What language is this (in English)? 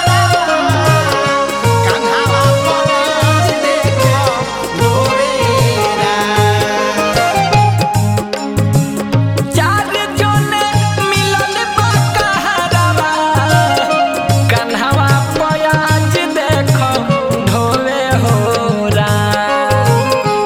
Bhojpuri